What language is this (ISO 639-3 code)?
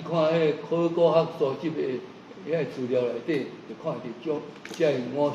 nan